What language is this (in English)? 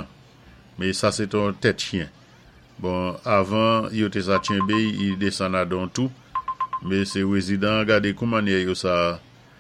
Saint Lucian Creole French